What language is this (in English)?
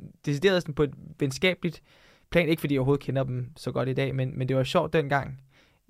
Danish